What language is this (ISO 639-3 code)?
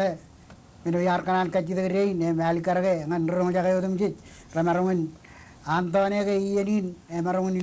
mah